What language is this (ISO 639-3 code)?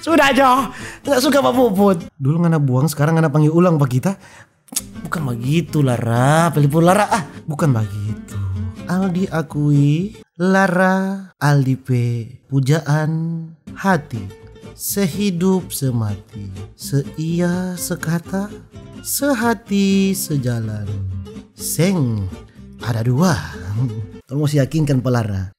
xmm